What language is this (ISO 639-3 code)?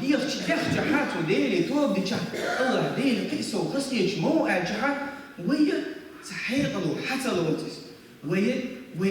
che